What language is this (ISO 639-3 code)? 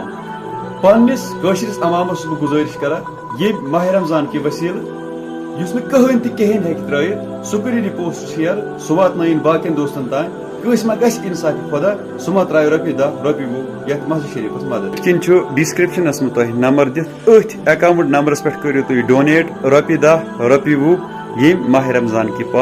kas